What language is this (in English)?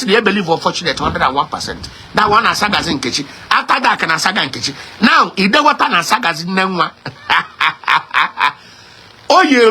Igbo